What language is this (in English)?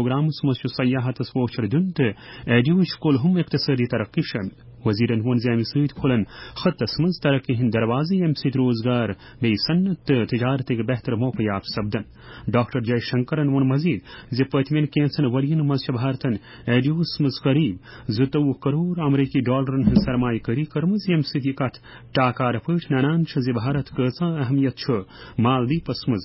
Kashmiri